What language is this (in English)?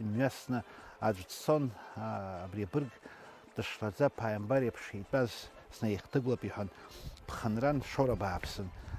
Abkhazian